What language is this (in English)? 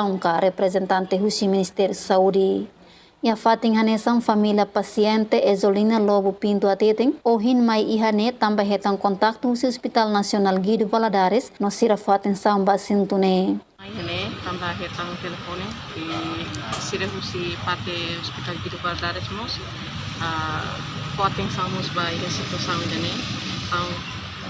Tetum